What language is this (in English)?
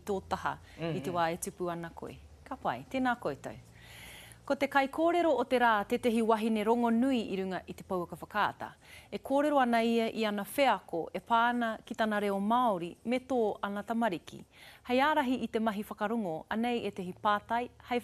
Māori